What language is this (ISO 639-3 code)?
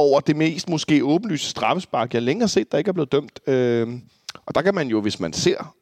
dan